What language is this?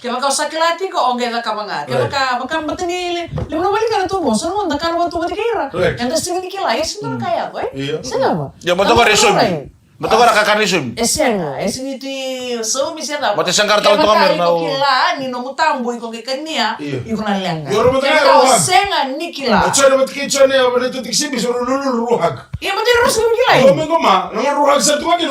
Fijian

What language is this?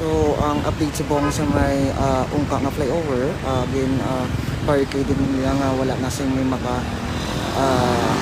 Hiligaynon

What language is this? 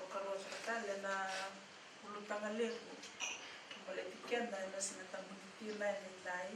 Fijian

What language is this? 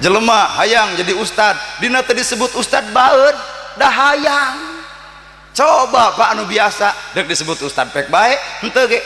Sundanese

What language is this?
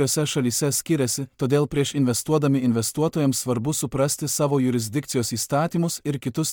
Lithuanian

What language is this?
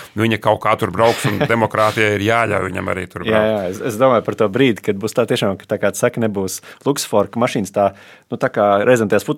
Latvian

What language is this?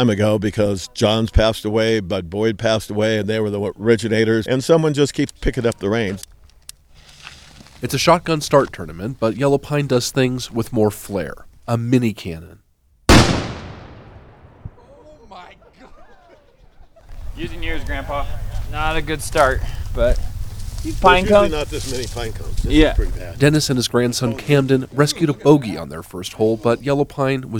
English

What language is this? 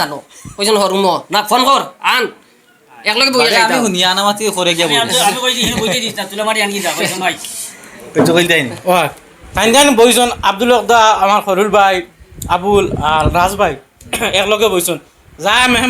Sylheti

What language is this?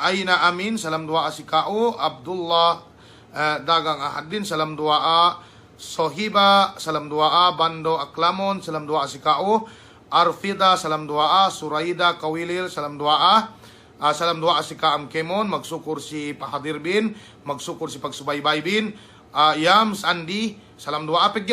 Yakan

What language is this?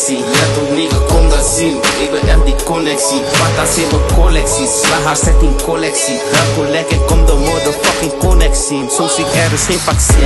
Dutch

